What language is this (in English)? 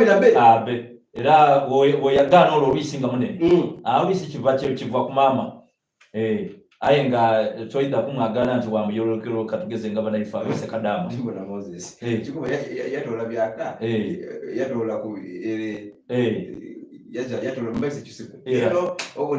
Soga